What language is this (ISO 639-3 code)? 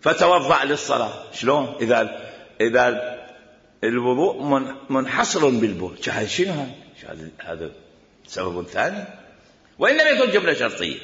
acm